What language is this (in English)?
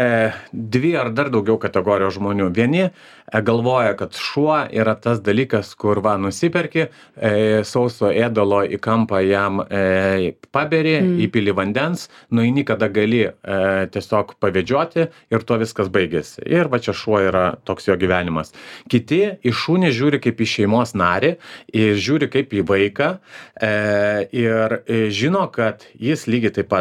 Lithuanian